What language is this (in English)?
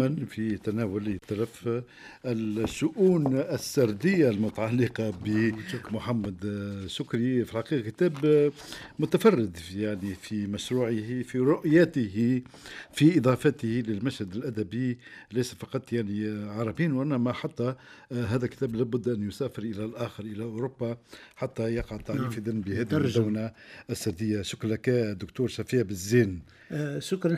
Tunisian Arabic